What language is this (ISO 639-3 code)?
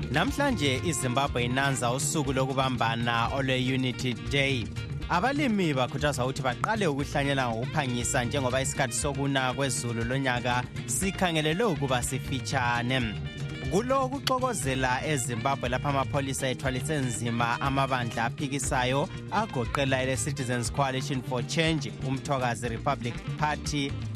nde